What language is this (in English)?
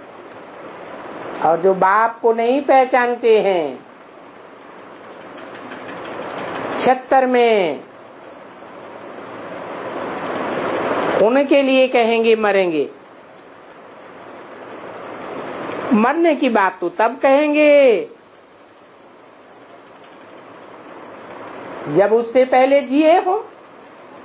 Hindi